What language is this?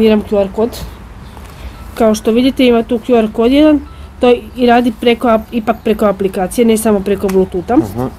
Croatian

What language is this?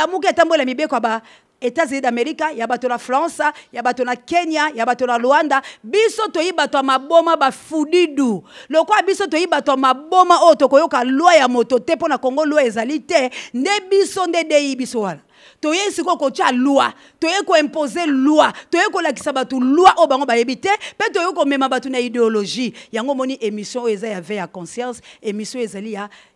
Lingala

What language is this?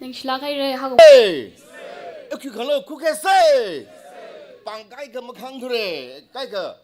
Tangkhul Naga (India)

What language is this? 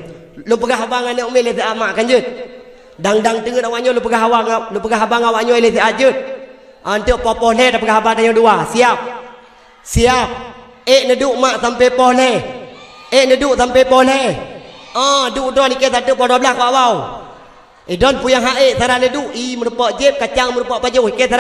Achinese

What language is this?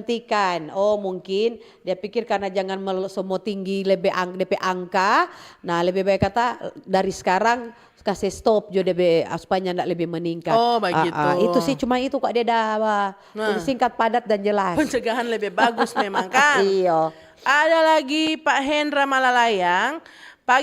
Manado Malay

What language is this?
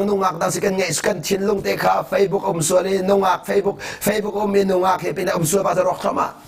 Hakha Chin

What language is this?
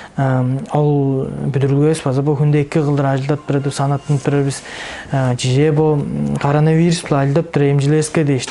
Tuvinian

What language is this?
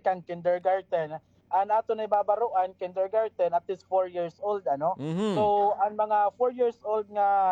Waray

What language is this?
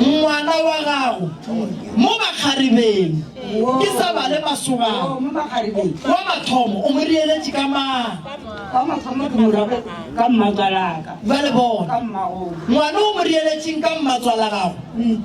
Northern Sotho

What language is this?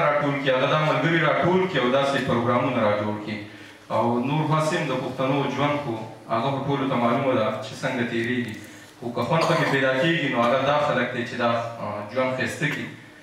Pashto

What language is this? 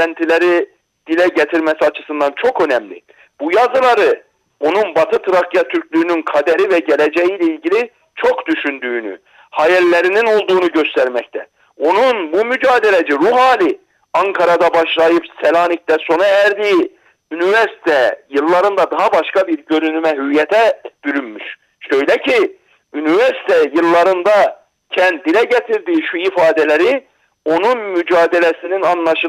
Turkish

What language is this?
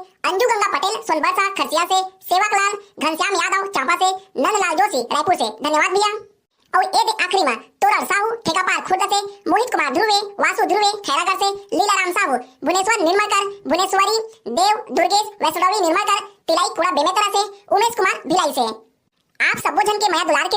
Chhattisgarhi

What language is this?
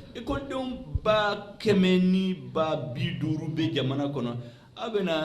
Bambara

